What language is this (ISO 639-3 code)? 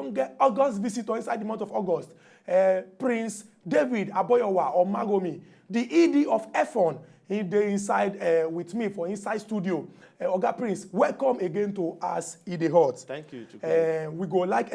pcm